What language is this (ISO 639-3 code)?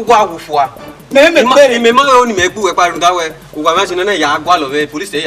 bin